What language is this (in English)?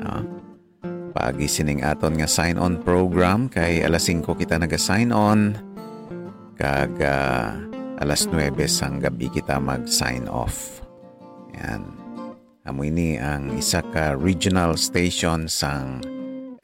Hiligaynon